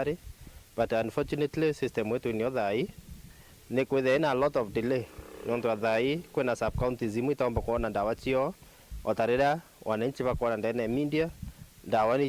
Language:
Meru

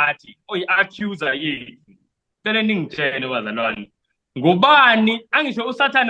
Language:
Zulu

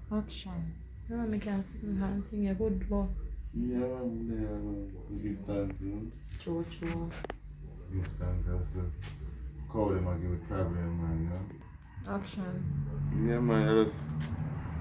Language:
Jamaican Creole English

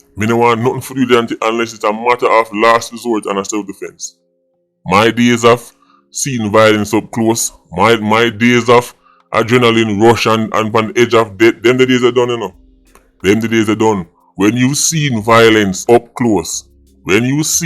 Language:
Jamaican Creole English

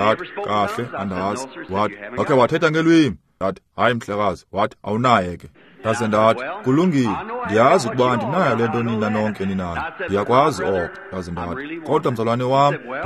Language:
Xhosa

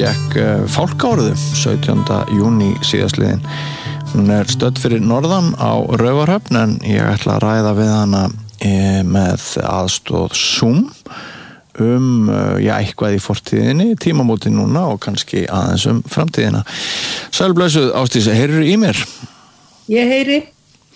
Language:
Icelandic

